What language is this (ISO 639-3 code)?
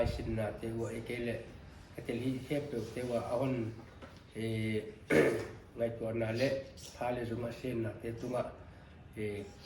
pck